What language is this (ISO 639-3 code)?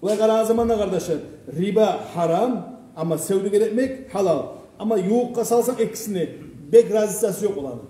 kum